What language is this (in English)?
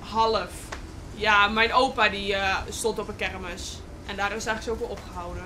Western Frisian